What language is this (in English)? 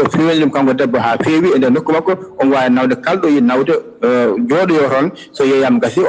Fula